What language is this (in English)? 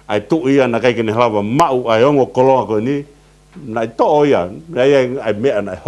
Tongan